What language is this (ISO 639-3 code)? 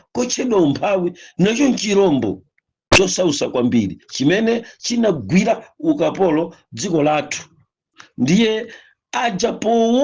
nya